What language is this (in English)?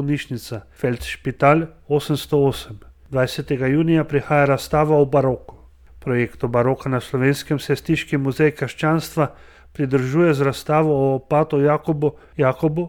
Slovenian